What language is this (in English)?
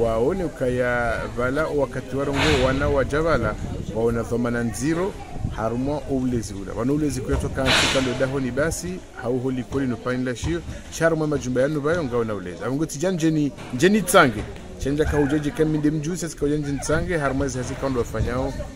Ngazidja Comorian